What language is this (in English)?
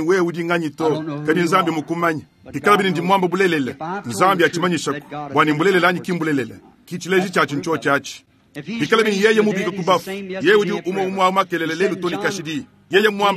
Luba-Lulua